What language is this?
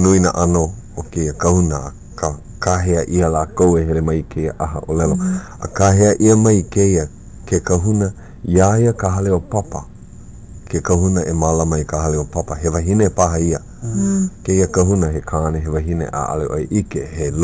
Hawaiian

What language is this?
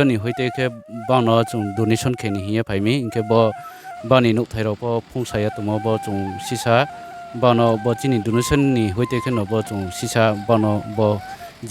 Riang (India)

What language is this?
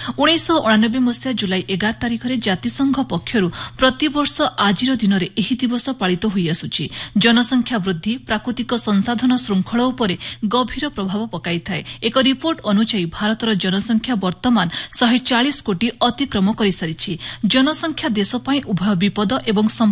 Odia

